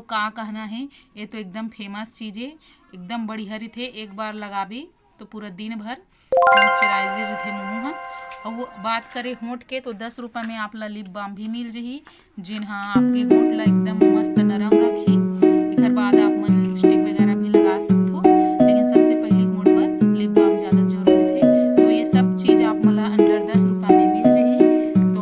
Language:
Chhattisgarhi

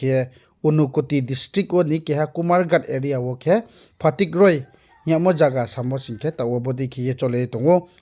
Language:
Riang (India)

